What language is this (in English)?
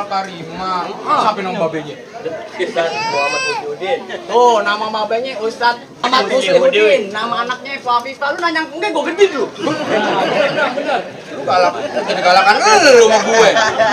Betawi